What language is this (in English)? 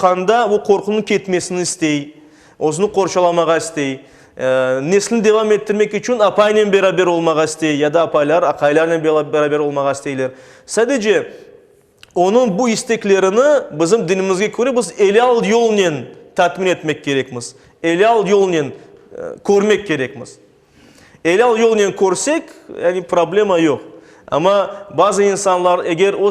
Crimean Tatar